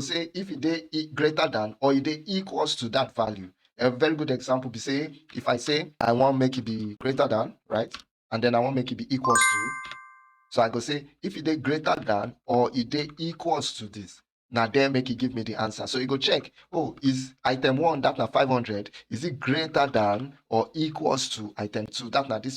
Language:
Nigerian Pidgin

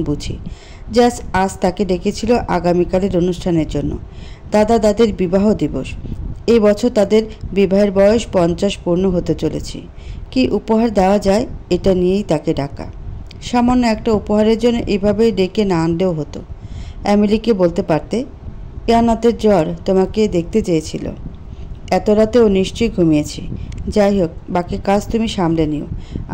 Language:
Bangla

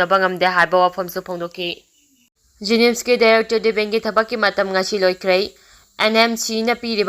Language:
Manipuri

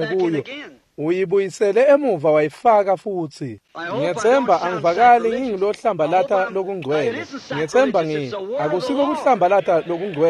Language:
Swati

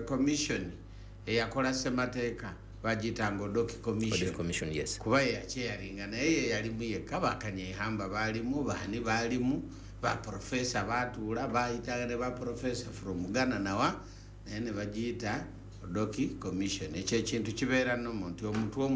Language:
Ganda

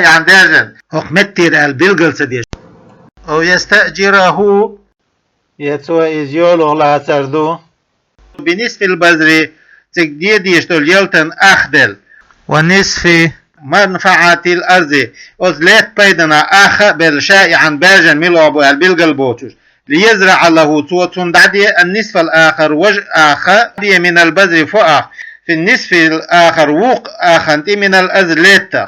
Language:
Chechen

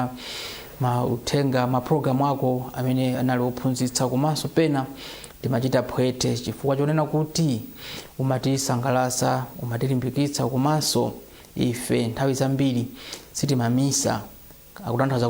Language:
Nyanja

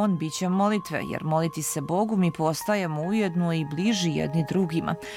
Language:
Serbian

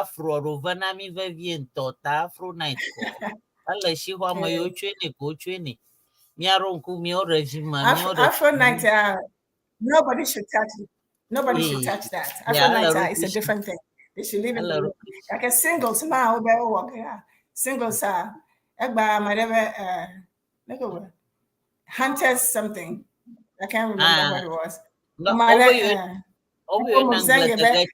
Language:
Ewe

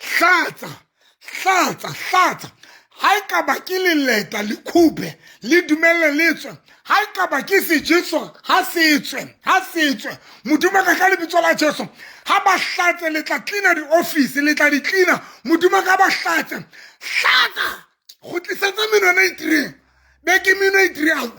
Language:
Southern Sotho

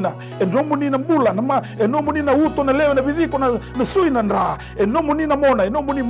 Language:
Fijian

